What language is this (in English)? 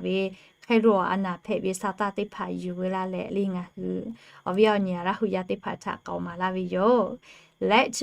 Lahu